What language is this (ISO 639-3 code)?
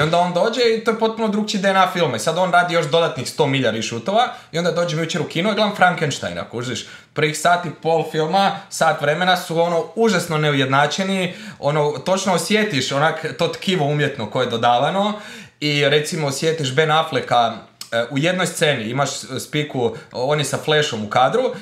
hrv